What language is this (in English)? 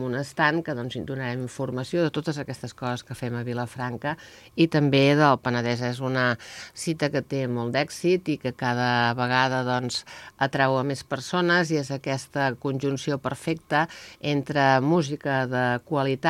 Catalan